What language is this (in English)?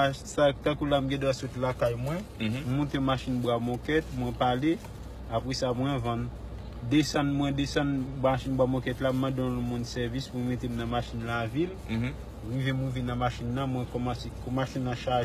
Haitian Creole